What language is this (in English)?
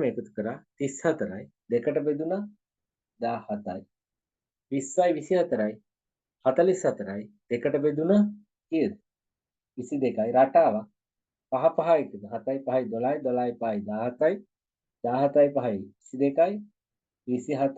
Sinhala